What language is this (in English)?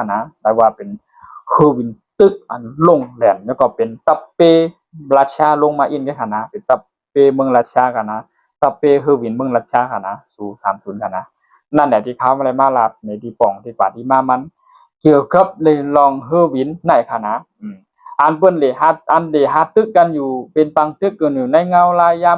Shan